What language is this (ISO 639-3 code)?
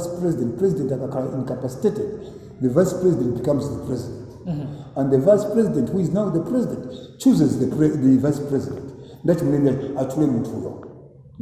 nya